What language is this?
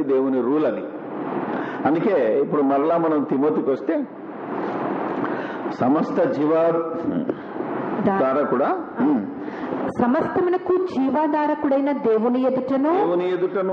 Telugu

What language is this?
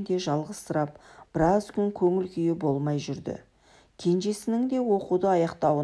Kazakh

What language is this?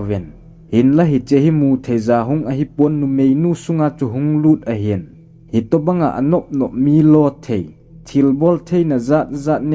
Thado Chin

